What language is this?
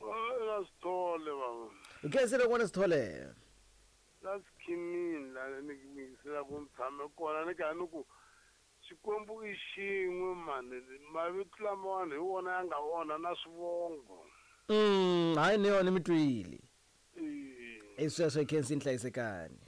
Tsonga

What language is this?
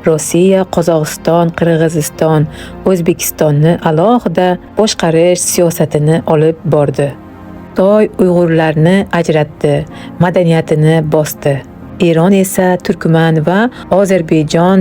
Uzbek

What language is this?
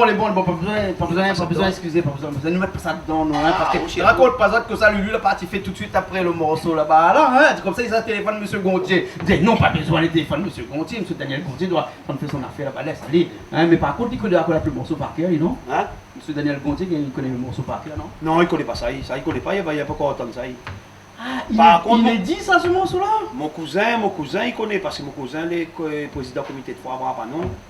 Réunion Creole French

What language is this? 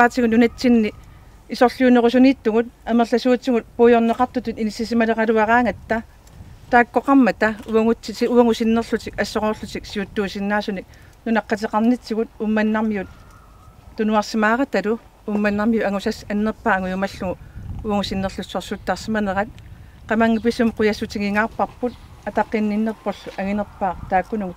Kalaallisut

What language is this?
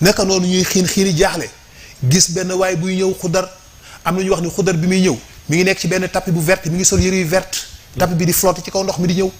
Wolof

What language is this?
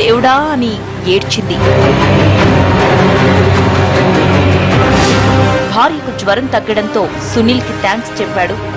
Telugu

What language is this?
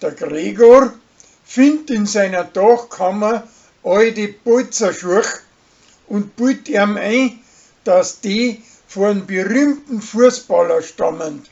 Bavarian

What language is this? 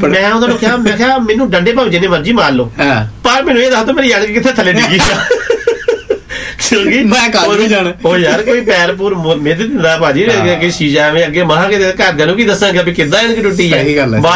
Punjabi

